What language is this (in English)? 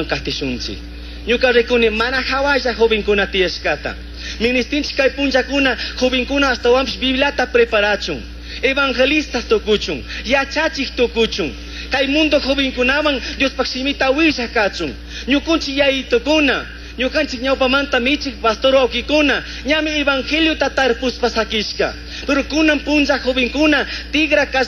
Chimborazo Highland Quichua